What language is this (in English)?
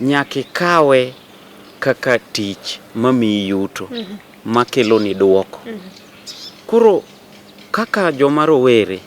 Luo (Kenya and Tanzania)